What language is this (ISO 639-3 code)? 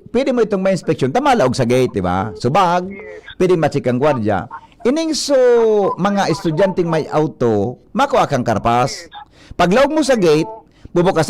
bik